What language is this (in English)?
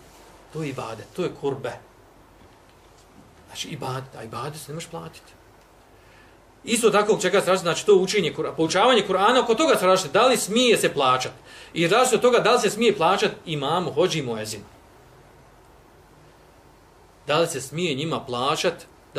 Bosnian